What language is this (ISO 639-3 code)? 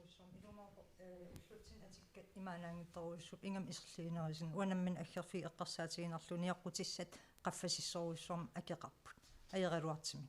kal